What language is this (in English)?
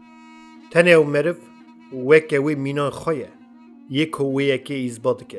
Kurdish